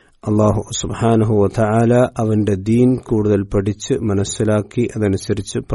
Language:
Malayalam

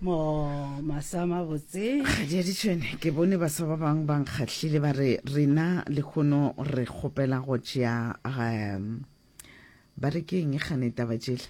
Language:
Northern Sotho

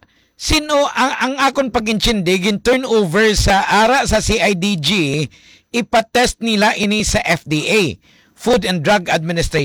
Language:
Hiligaynon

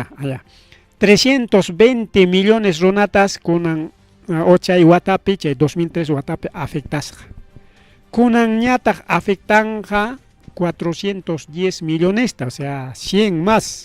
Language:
Ayacucho Quechua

